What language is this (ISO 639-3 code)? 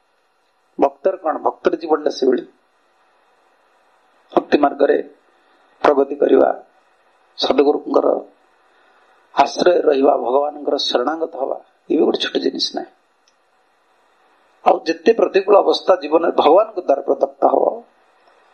ori